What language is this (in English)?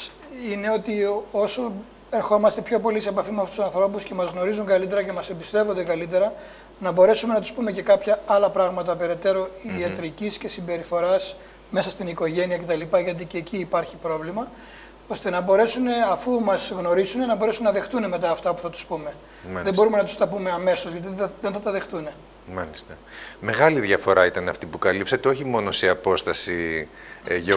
Greek